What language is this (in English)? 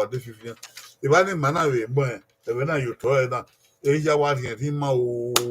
Bini